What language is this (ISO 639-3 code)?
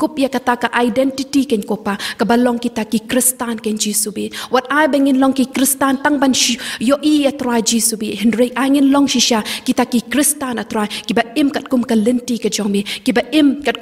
kha